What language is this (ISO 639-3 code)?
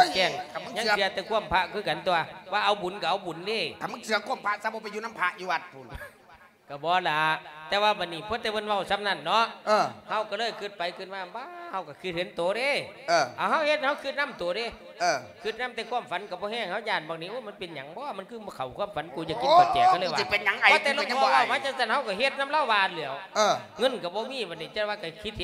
lao